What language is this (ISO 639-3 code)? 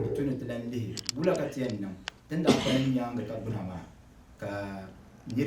dag